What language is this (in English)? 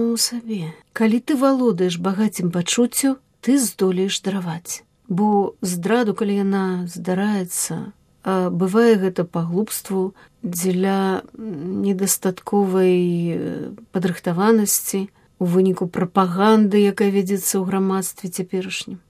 Belarusian